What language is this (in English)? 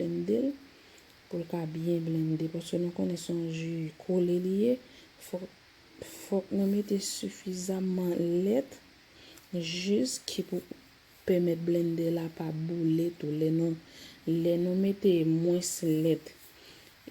Haitian Creole